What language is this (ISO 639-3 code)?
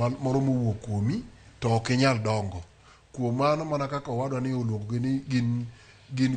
luo